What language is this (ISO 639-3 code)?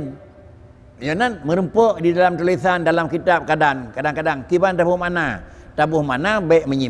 ace